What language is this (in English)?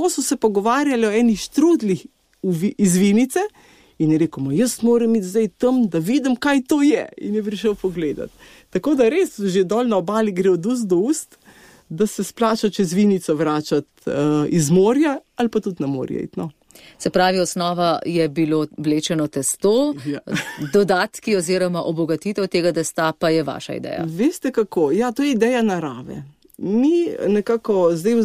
Slovenian